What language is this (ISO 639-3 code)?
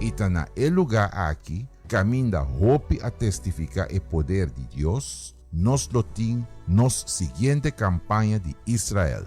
pap